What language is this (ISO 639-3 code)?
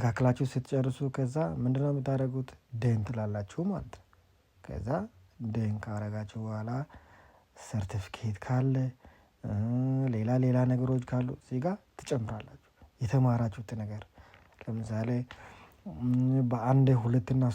amh